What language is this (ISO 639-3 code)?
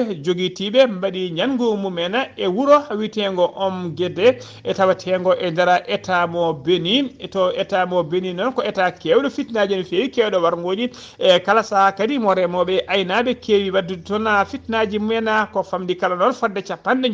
ful